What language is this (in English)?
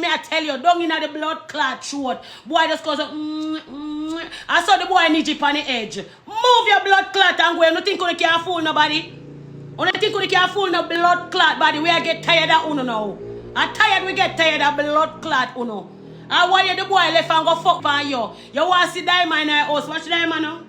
Jamaican Creole English